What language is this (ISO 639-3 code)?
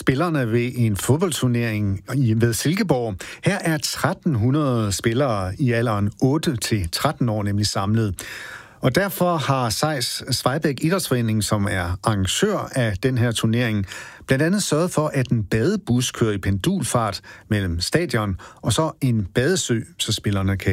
dan